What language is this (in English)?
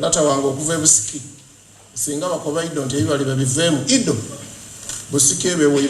Soga